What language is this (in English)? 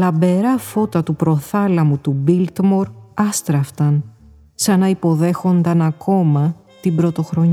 Greek